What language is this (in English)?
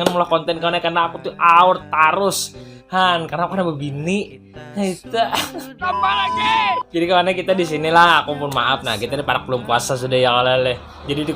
Banjar